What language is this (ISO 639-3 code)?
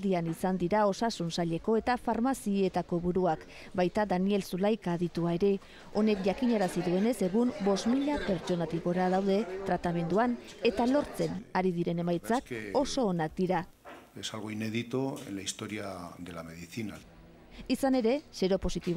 eus